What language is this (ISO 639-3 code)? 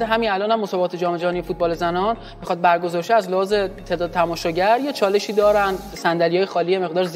fas